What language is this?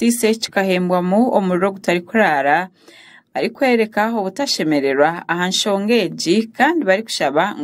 Nyankole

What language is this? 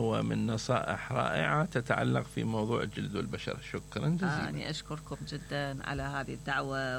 Mesopotamian Arabic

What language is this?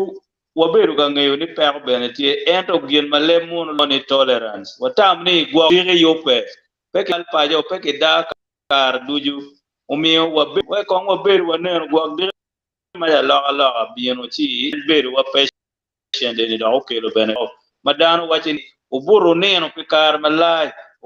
Acoli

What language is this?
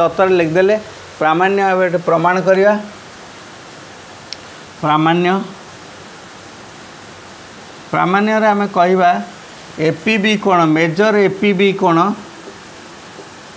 Odia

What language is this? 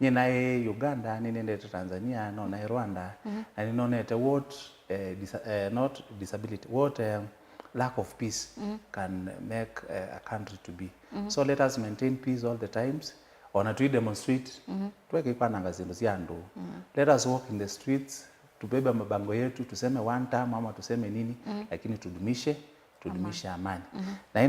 Kamba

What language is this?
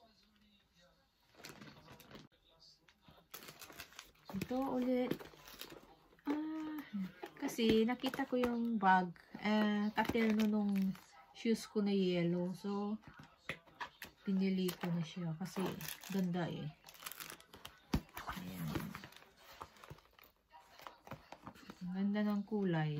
Filipino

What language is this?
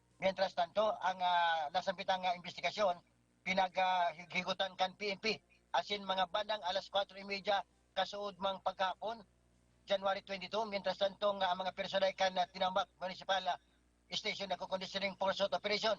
Bikol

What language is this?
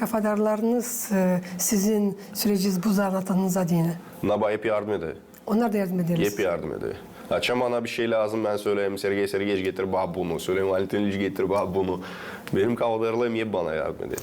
Gagauz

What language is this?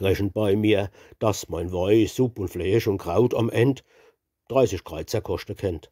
Palatine German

